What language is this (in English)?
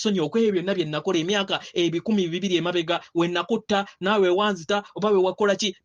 Ganda